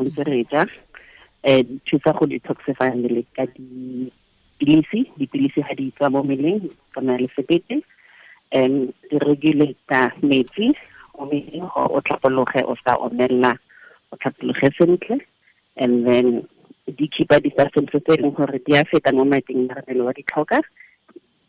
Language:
Tswana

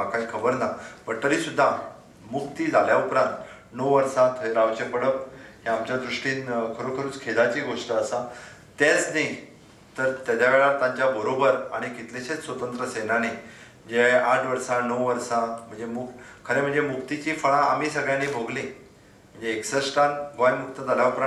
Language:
Konkani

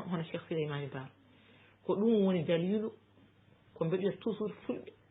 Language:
Fula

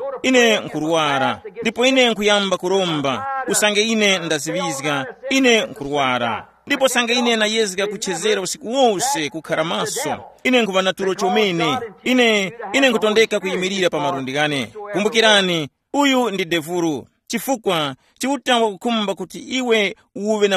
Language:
Tumbuka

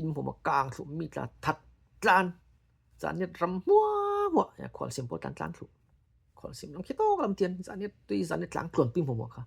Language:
Falam Chin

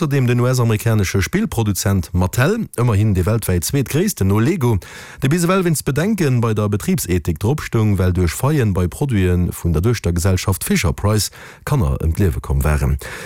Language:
Luxembourgish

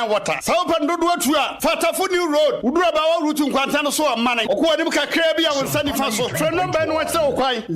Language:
Akan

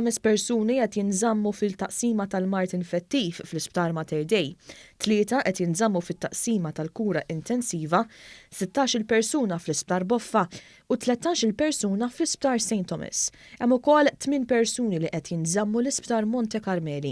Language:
Maltese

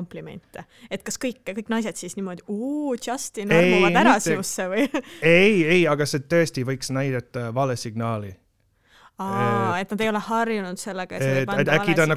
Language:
Estonian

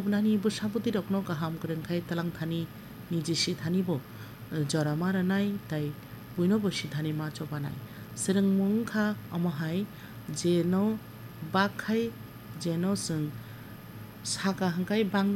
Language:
Kok Borok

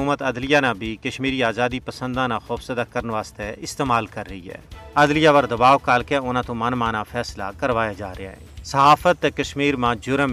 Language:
Gujari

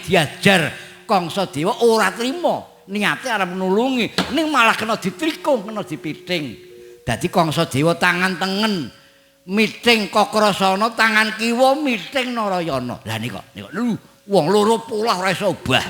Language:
Javanese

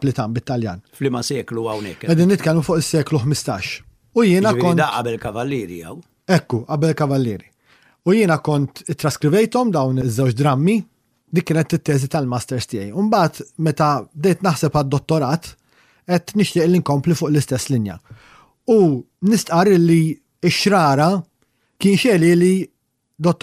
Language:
Maltese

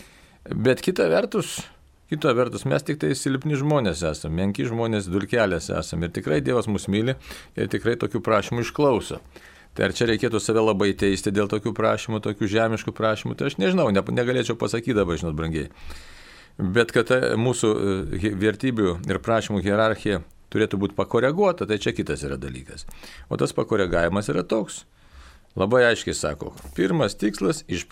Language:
Lithuanian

